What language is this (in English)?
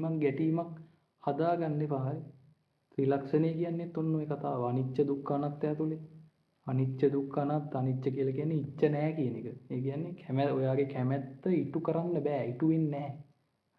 Sinhala